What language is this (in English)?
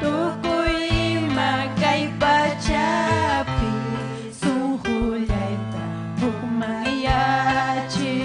Ayacucho Quechua